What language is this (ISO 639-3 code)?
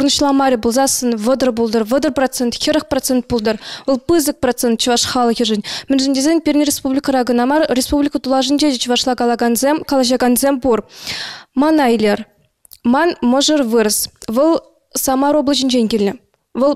chv